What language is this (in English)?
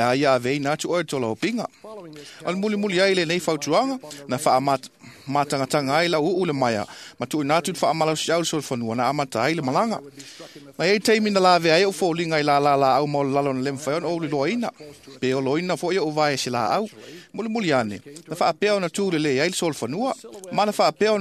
Samoan